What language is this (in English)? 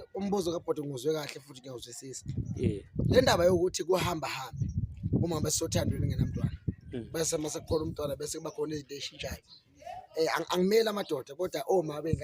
Zulu